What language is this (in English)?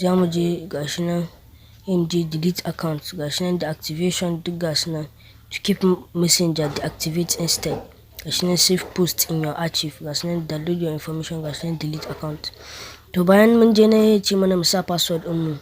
Hausa